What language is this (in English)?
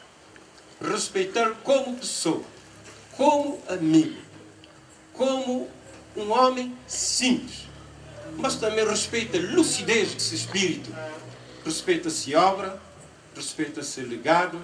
Kabuverdianu